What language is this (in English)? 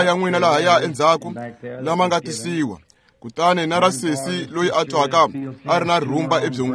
Tsonga